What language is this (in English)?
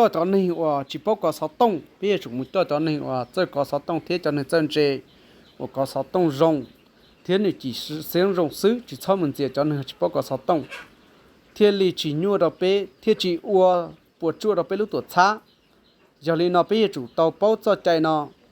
Hmong